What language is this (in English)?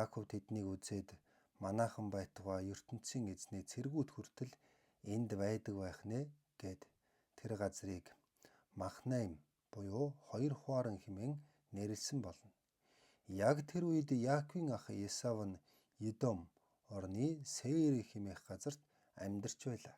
Mongolian